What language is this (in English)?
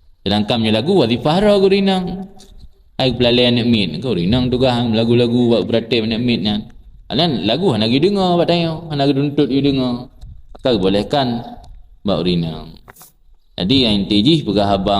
Achinese